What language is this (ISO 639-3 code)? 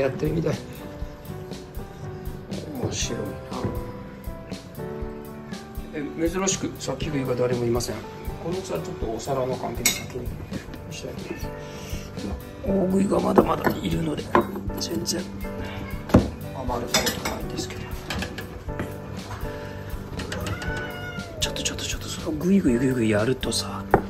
jpn